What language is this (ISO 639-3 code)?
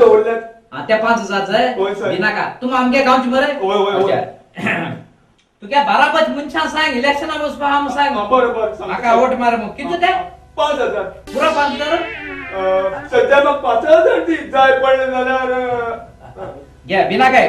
kok